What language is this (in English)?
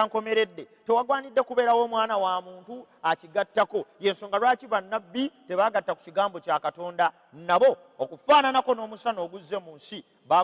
Ganda